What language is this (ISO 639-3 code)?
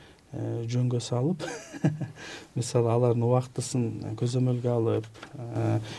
kir